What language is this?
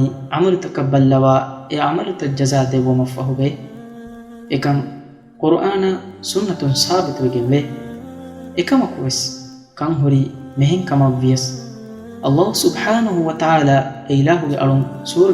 Divehi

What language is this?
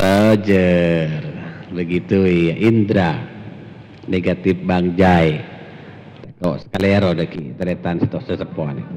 Madurese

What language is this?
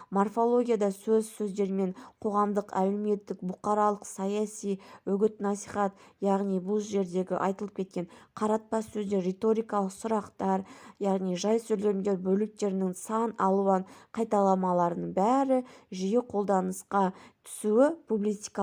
Kazakh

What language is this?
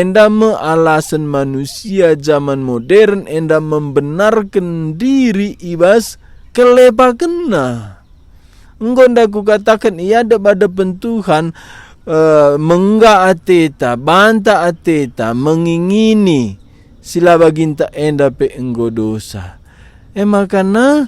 Batak Karo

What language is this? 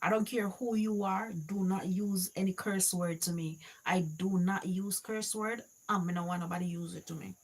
Jamaican Creole English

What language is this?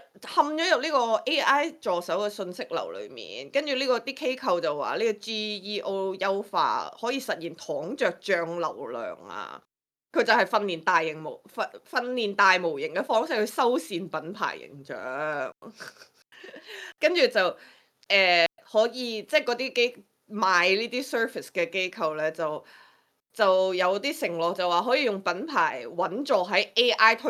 Cantonese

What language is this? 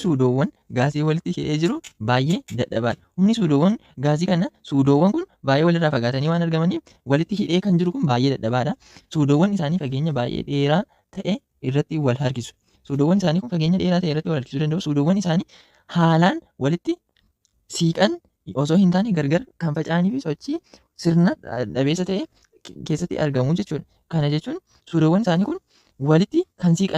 Oromo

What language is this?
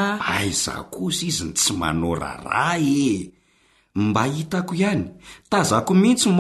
Malagasy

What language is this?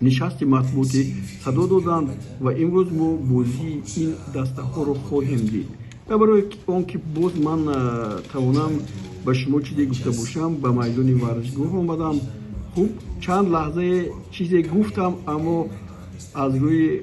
Tajik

